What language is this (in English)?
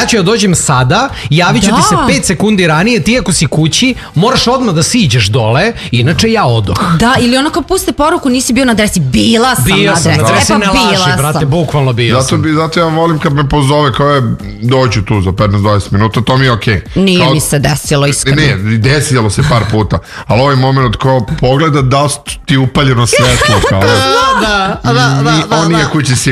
Serbian